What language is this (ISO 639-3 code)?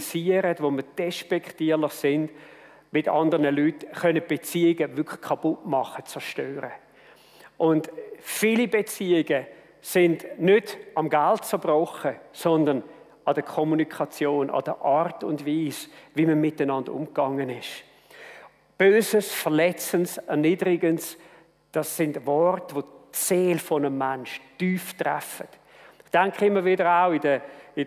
gsw